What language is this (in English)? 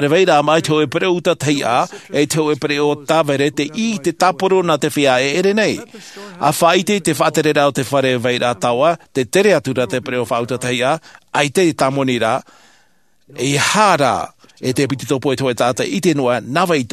Tahitian